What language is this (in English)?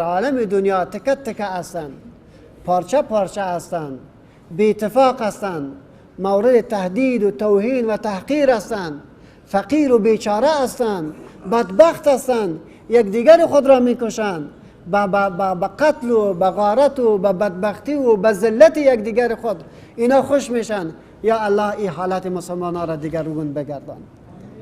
Persian